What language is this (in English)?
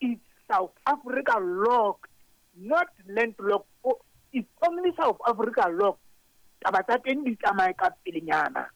Southern Sotho